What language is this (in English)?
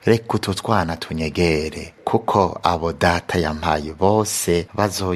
Rundi